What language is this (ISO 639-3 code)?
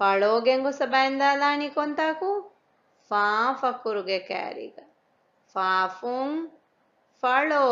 div